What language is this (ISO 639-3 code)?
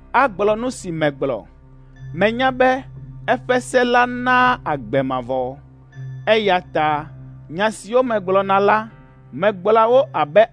ewe